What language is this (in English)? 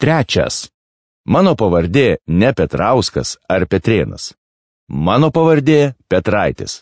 Lithuanian